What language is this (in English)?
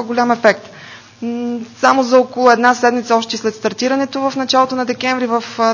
Bulgarian